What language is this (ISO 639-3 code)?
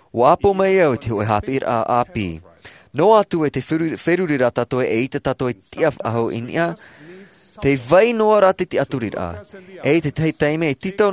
tah